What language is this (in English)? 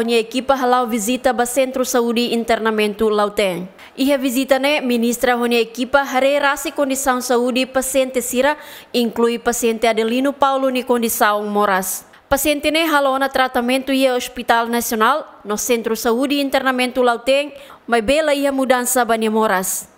Tetum